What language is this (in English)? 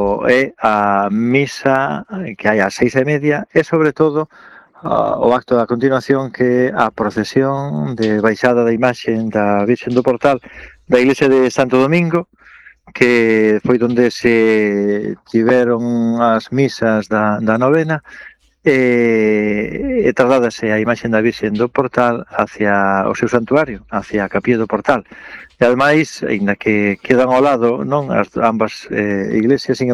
Galician